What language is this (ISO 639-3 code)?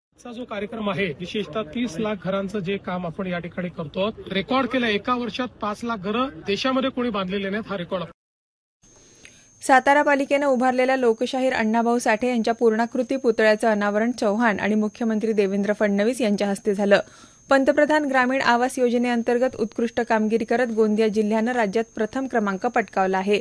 mar